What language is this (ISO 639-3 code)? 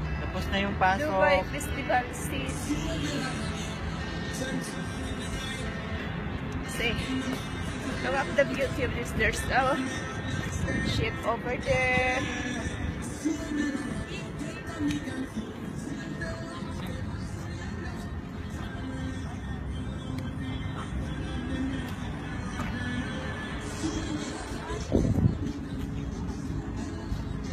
fil